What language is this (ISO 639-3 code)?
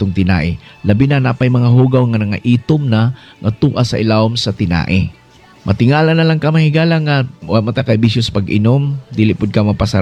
ceb